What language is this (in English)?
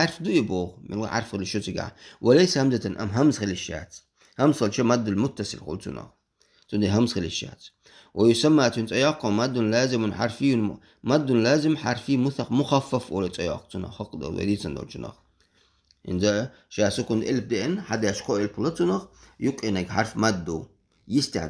Chechen